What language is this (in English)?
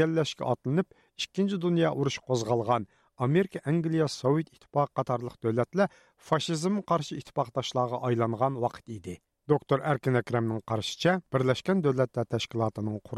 Uyghur